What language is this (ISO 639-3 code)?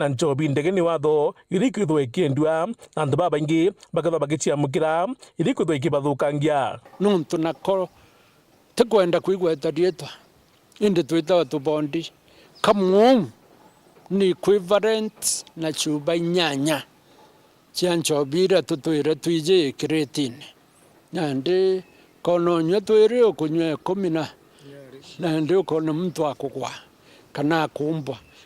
mer